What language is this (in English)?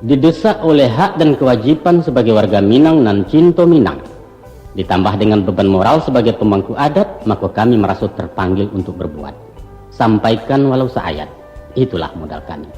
Minangkabau